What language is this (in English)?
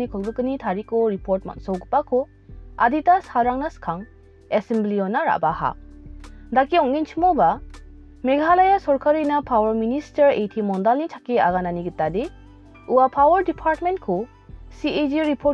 Garo